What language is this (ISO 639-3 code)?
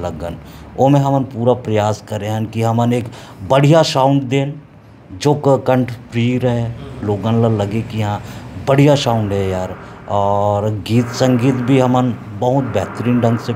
hne